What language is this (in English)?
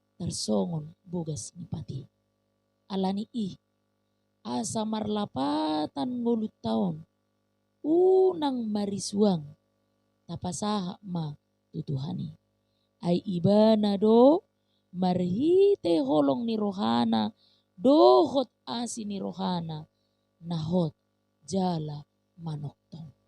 Batak Toba